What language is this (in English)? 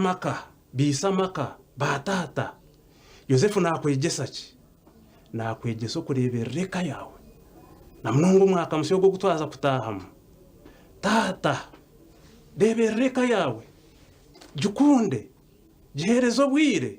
Nyankole